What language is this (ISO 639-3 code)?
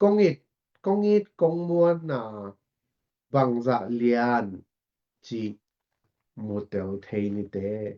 ctd